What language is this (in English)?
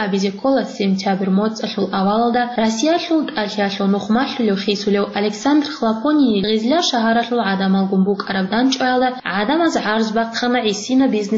Avaric